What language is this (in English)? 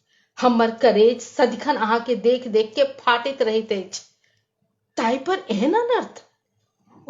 Maithili